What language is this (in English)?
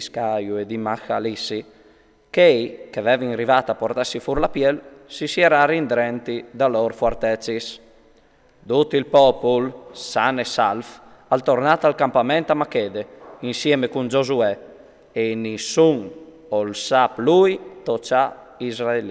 Friulian